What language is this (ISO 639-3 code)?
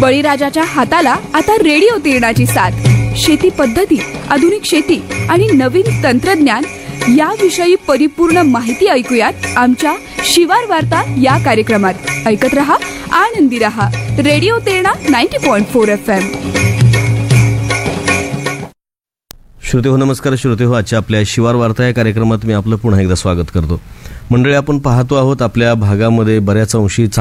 mar